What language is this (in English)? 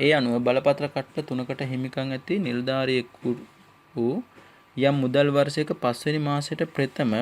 Sinhala